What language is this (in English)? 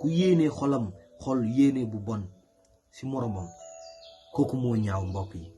Wolof